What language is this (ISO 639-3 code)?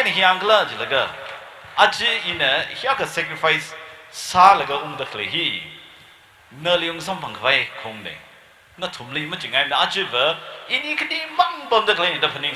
nmf